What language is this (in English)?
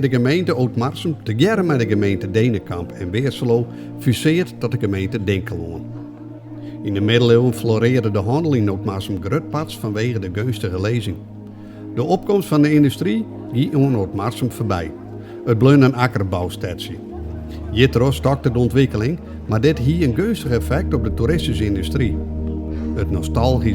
Western Frisian